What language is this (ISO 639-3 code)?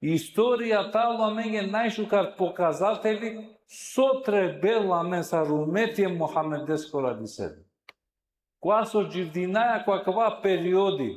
rmn